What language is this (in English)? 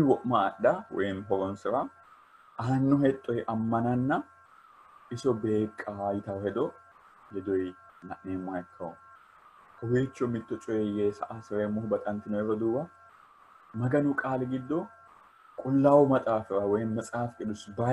Sidamo